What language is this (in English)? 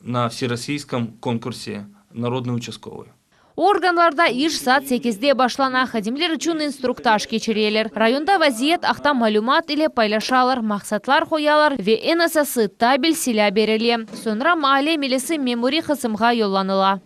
Crimean Tatar